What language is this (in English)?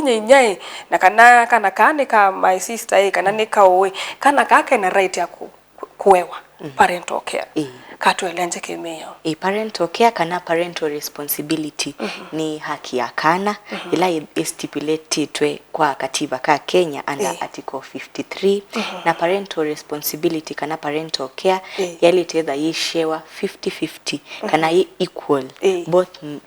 Kamba